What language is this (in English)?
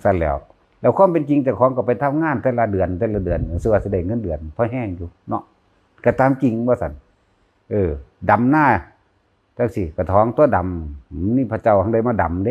Lao